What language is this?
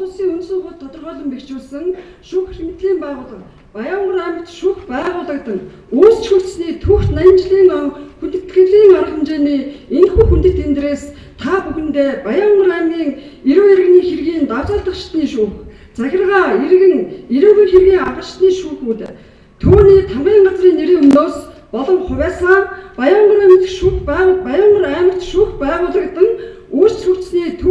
Mongolian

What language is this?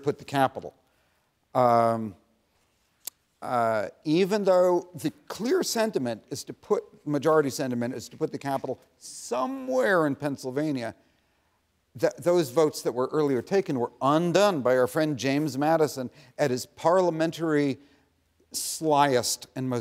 English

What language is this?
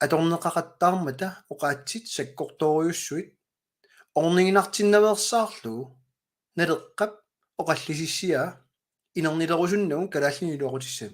Kalaallisut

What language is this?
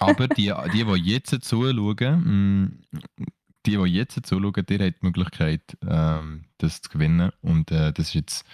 Swiss German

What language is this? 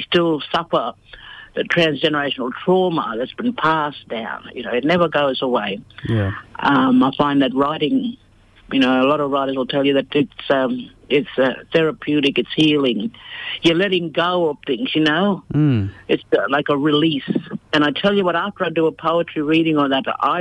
English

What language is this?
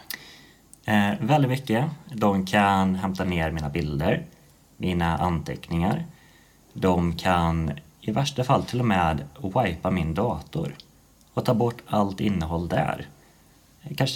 Swedish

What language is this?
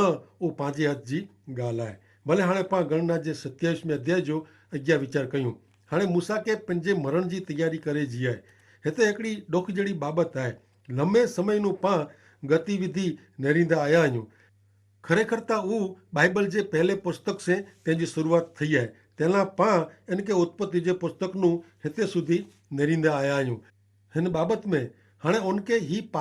Kachhi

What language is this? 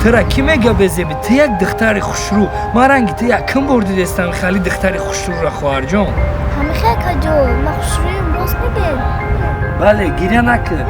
Tajik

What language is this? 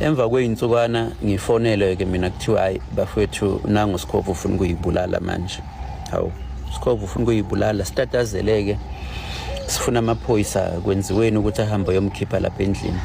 Zulu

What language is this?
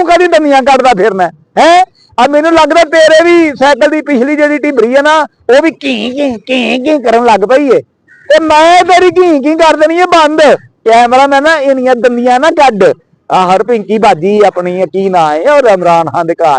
Western Panjabi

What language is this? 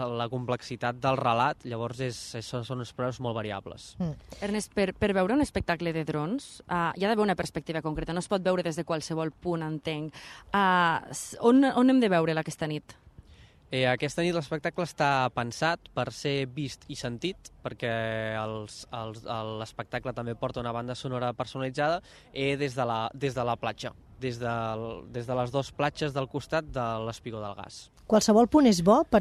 Catalan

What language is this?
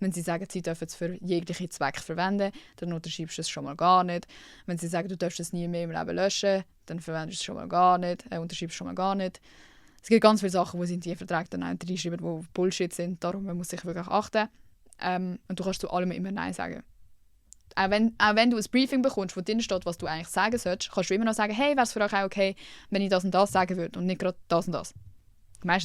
Swiss German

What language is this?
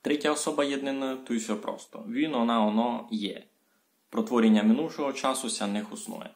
Rusyn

